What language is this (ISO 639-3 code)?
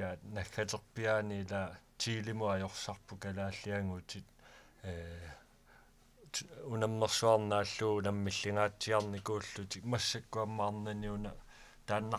kal